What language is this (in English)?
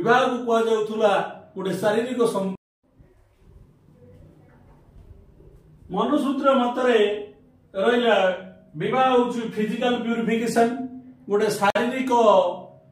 Odia